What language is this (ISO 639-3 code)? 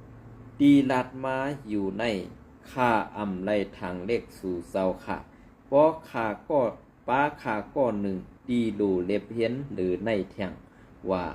shn